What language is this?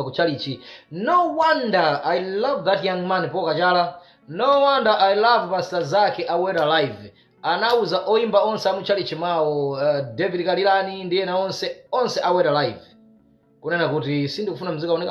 Nyanja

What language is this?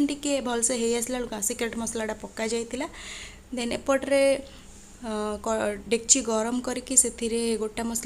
Odia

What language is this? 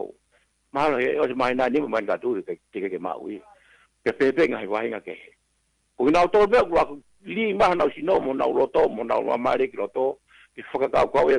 Tongan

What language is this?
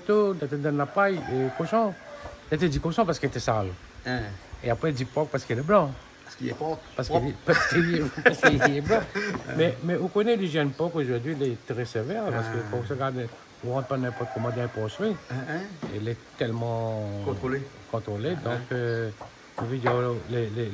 Réunion Creole French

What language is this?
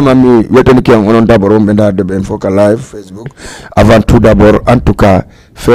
Fula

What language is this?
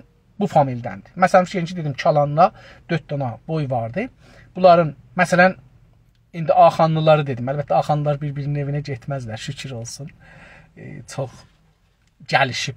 South Azerbaijani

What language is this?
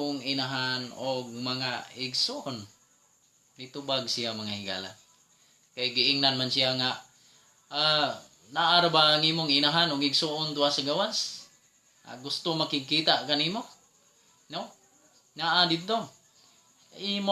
Cebuano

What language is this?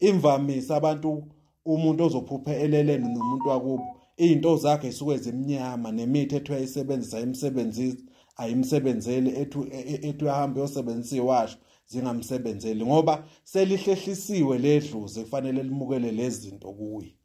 Zulu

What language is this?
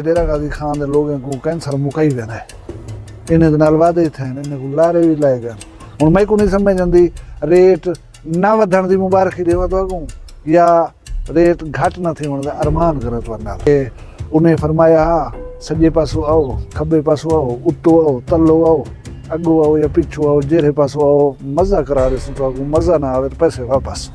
Saraiki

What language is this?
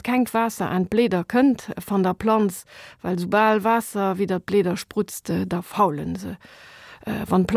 Luxembourgish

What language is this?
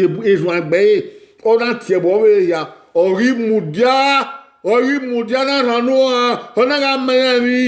Bini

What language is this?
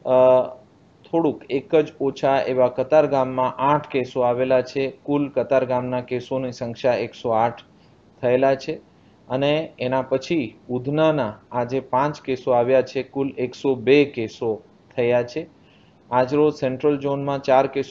Gujarati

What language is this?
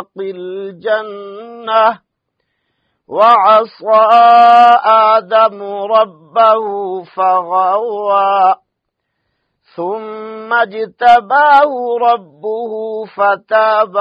Arabic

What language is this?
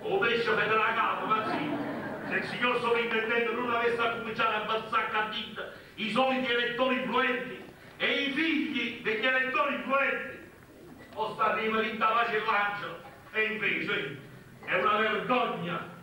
Neapolitan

